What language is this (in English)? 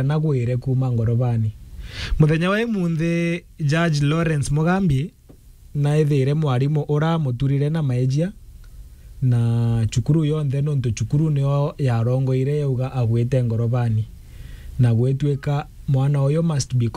Meru